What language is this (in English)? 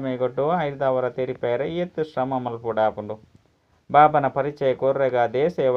Tulu